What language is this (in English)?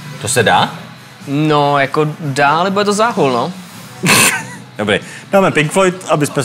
Czech